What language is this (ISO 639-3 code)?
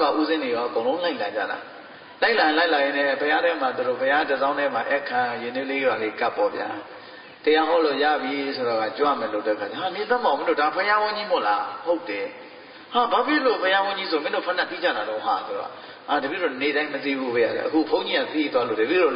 mya